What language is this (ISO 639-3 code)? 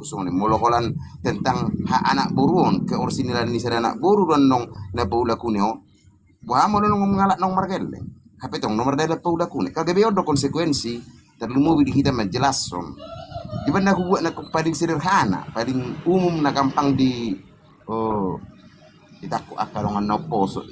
bbc